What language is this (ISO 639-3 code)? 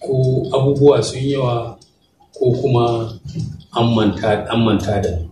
hau